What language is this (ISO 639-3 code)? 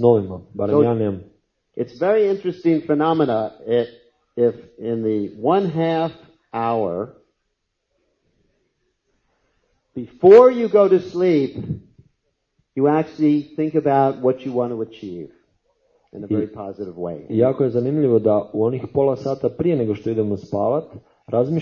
hrv